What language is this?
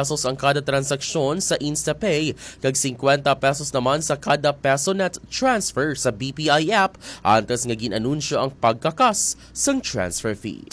Hiligaynon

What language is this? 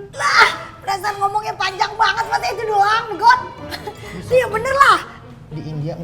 Betawi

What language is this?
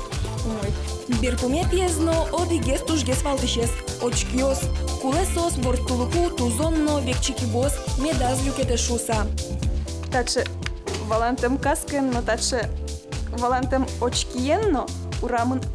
Udmurt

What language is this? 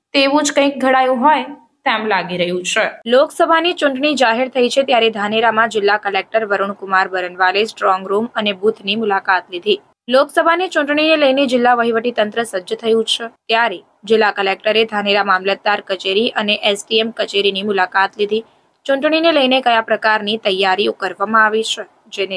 Gujarati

